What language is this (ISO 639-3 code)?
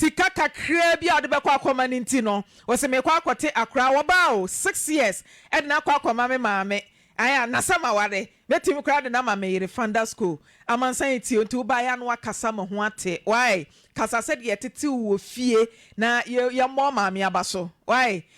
aka